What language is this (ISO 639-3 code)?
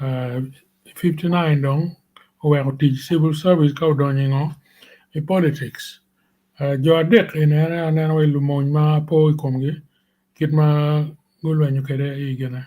ach